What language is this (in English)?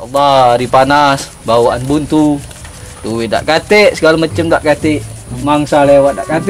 Musi